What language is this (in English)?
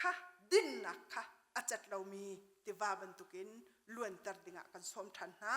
Hakha Chin